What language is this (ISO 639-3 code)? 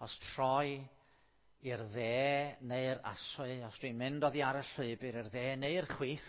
cym